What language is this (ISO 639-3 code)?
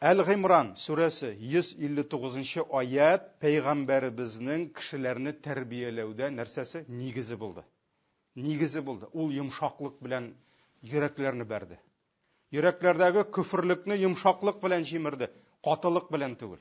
tat